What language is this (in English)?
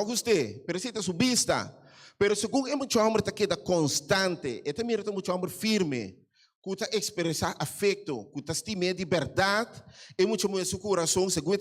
Papiamento